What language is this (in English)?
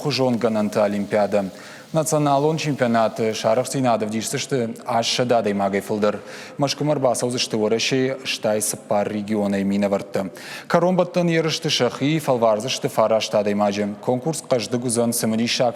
Ossetic